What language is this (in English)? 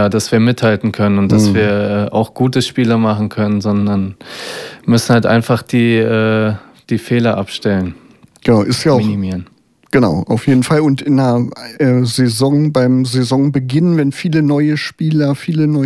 German